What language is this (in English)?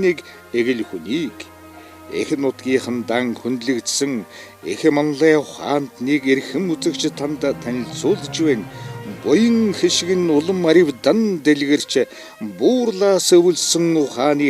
Mongolian